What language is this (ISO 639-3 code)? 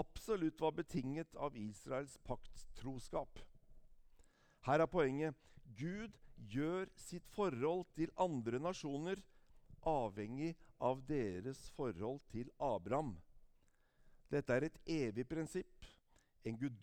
nor